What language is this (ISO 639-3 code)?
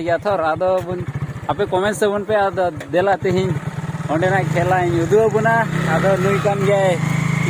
sat